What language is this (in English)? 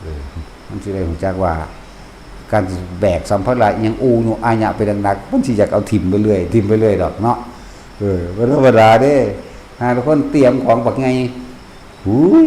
Northeastern Thai